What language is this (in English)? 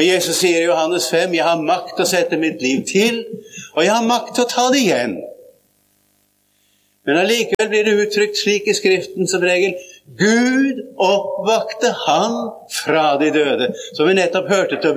Norwegian